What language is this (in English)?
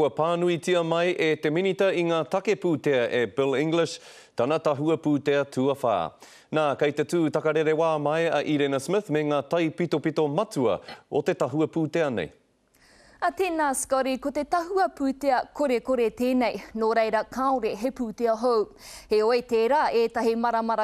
Māori